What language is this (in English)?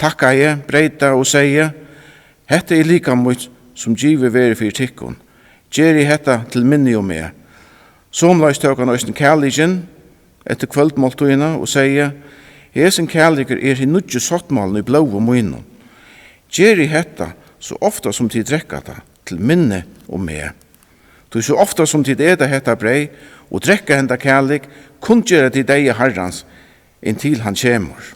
Faroese